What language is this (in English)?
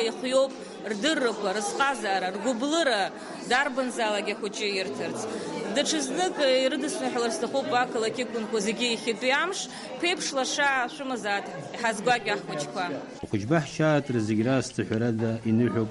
Abkhazian